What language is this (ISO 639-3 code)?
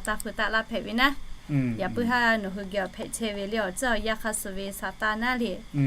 lhu